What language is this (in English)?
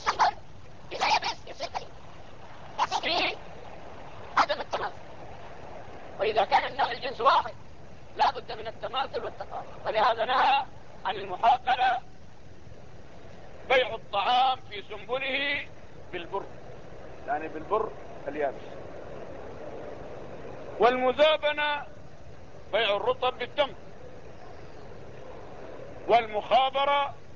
Arabic